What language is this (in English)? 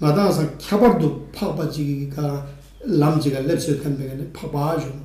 Ladakhi